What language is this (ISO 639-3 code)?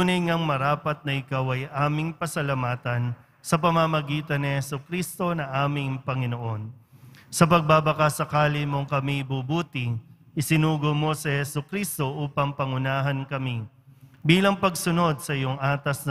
fil